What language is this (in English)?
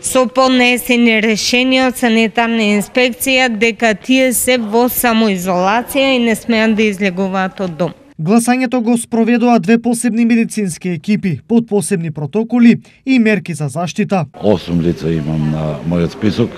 Macedonian